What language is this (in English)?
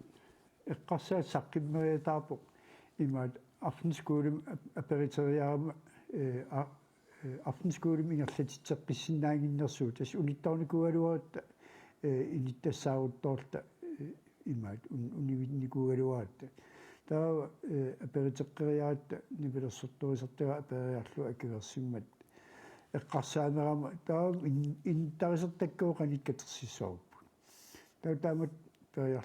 Kalaallisut